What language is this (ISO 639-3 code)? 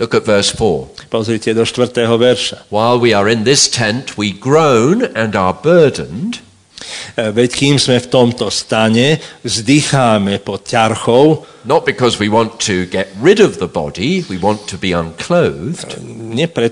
slk